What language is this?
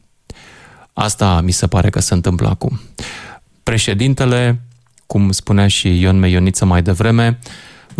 Romanian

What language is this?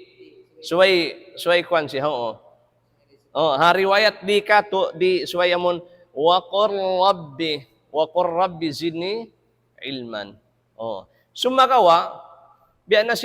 Tausug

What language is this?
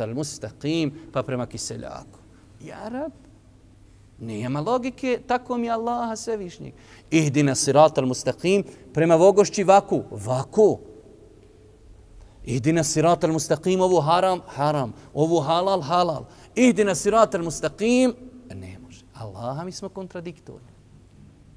Bosnian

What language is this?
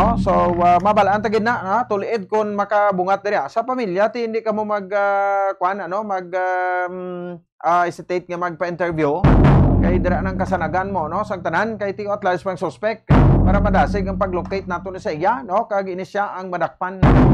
Hiligaynon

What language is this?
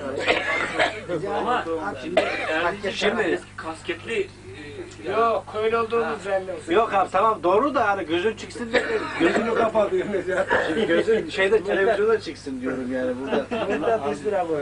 Turkish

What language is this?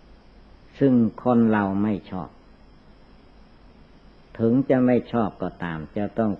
Thai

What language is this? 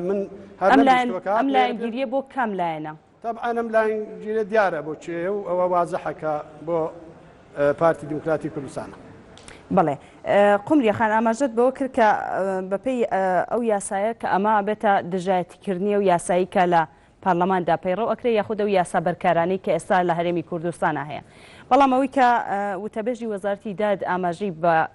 Central Kurdish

